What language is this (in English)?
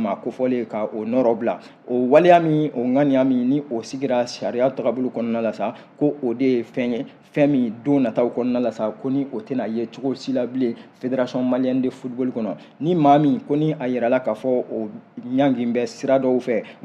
Bambara